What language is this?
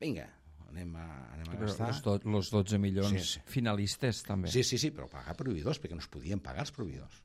Catalan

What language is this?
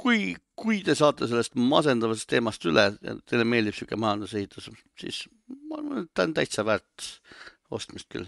Estonian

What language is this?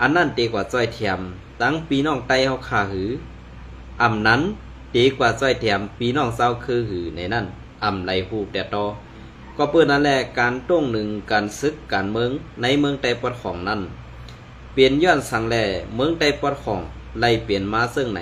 Shan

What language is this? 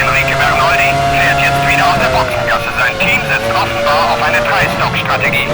Bavarian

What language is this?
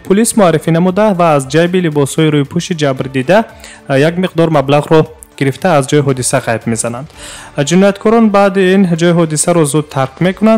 Tajik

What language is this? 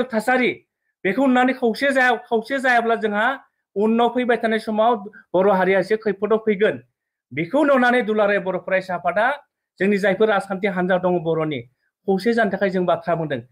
Bodo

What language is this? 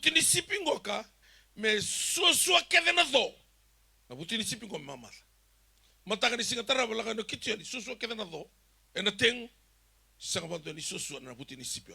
Fijian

